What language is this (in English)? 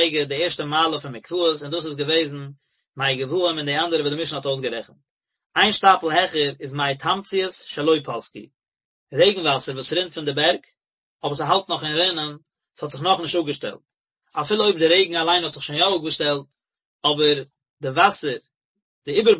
Yiddish